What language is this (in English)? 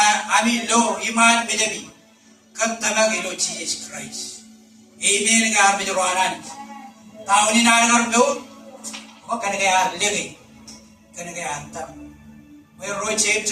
Marshallese